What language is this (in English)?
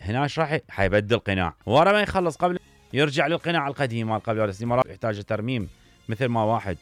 Mesopotamian Arabic